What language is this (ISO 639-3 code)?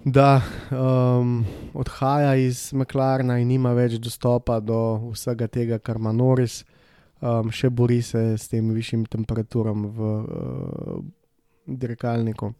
slv